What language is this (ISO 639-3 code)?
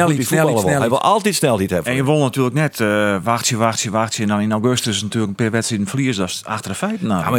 fry